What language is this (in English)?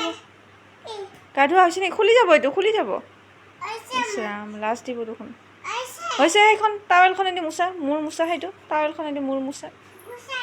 Assamese